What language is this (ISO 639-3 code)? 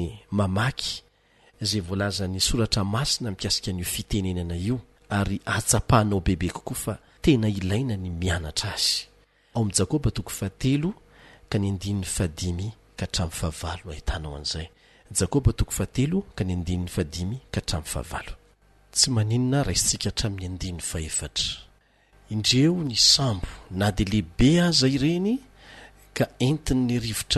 mlg